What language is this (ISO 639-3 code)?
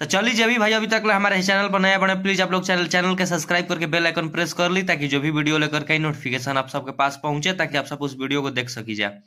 bho